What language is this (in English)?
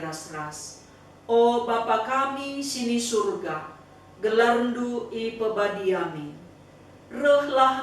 Batak Karo